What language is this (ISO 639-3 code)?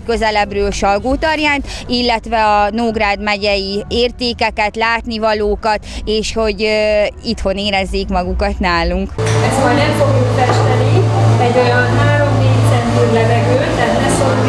hun